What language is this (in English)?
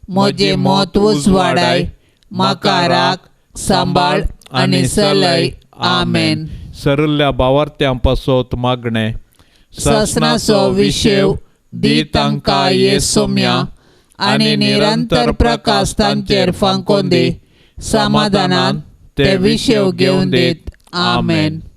Konkani